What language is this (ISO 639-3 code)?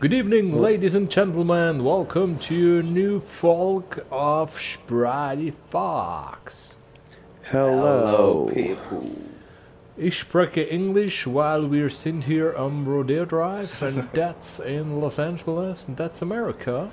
gsw